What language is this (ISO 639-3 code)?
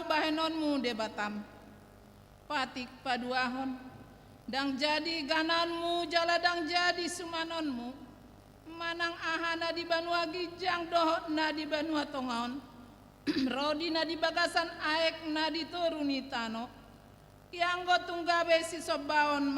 bbc